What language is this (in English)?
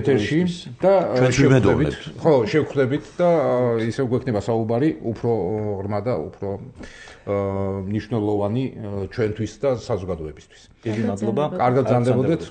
Georgian